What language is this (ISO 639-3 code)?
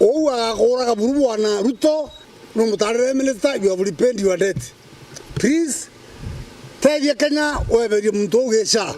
mer